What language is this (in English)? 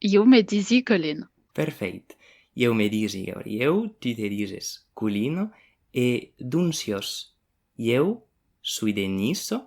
Occitan